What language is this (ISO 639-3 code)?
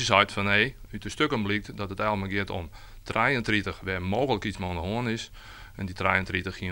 fry